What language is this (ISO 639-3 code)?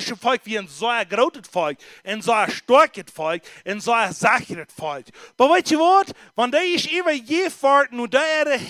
pdt